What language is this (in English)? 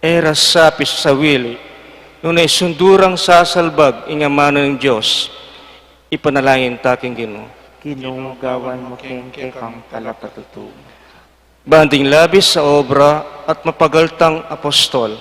Pampanga